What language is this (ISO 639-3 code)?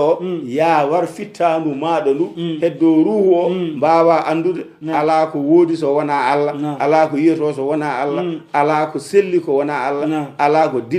ful